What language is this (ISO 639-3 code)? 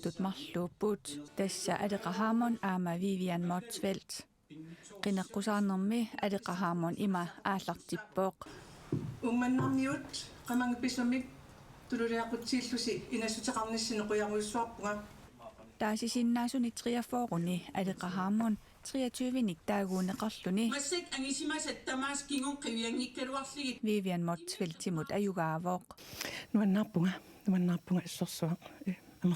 kal